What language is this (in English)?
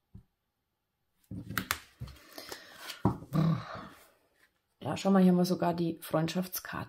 German